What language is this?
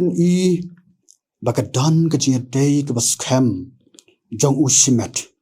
Khasi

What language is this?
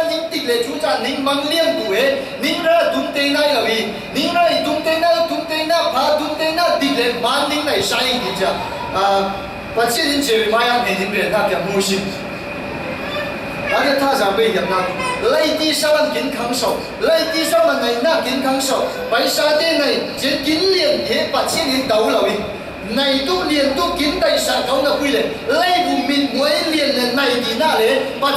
Falam Chin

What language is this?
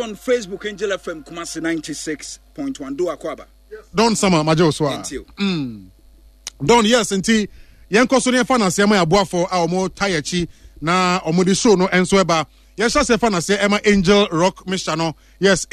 Akan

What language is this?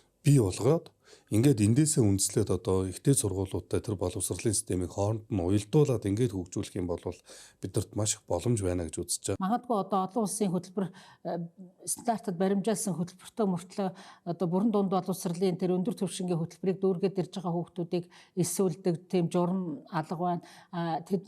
Mongolian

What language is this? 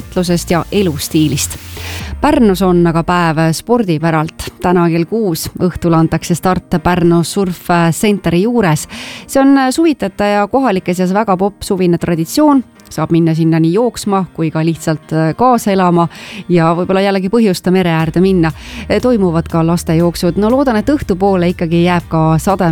Estonian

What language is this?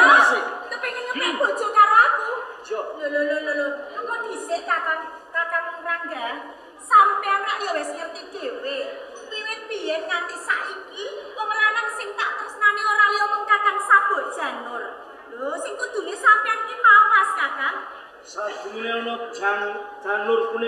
Javanese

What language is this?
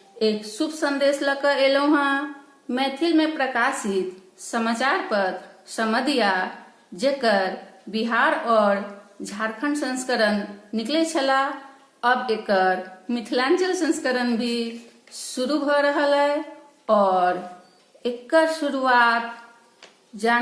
Maithili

